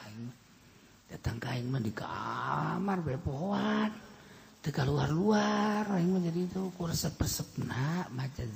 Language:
Sundanese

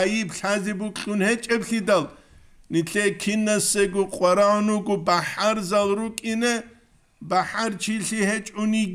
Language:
Avaric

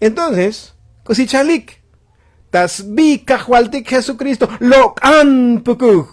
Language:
Tzotzil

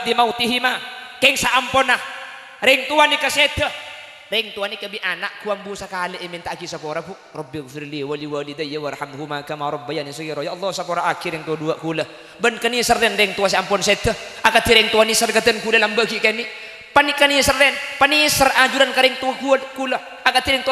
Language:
Madurese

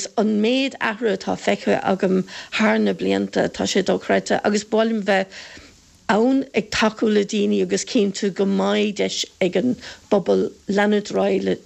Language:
Irish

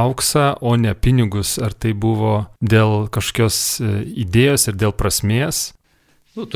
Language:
Lithuanian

